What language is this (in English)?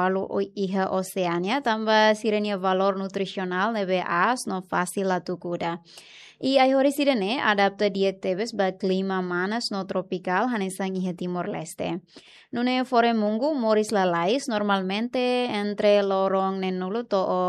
Tetum